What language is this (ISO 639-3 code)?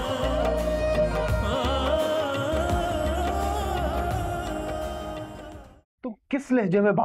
hin